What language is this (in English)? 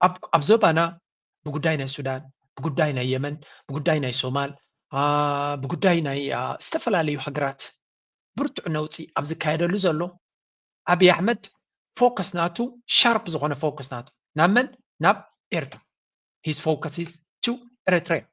Tigrinya